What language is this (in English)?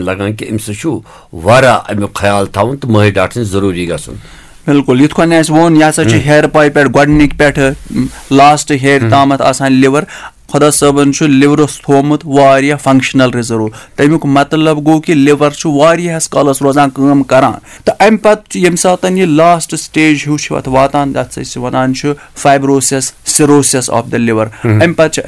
Kashmiri